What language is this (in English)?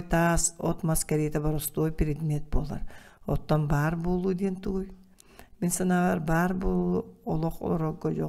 Yakut